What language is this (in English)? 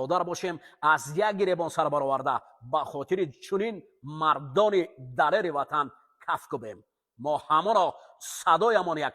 Tajik